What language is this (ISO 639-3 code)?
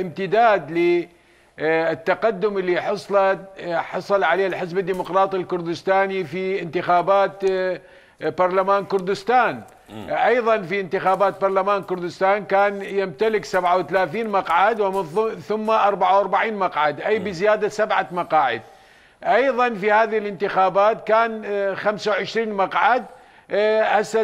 acm